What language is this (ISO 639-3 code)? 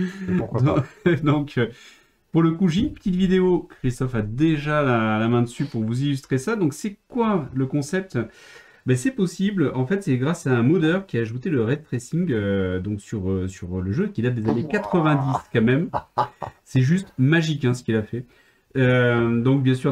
fra